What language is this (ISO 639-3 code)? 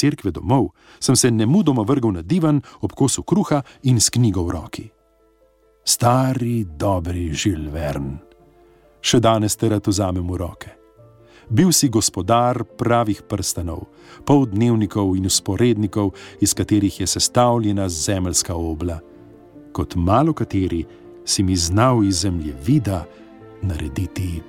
slv